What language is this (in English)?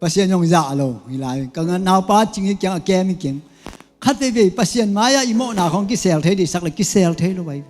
Tedim Chin